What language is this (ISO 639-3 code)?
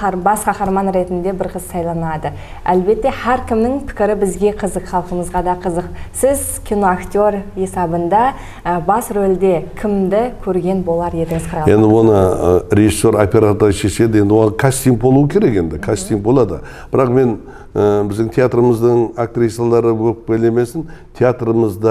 kaa